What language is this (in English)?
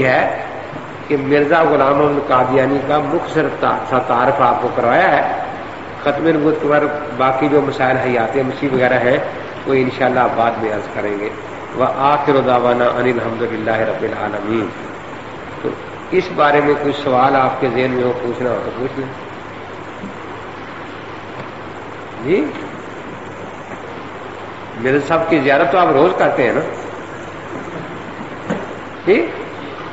Urdu